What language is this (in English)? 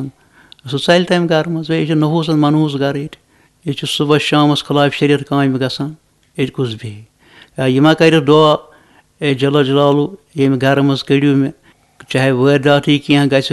Kashmiri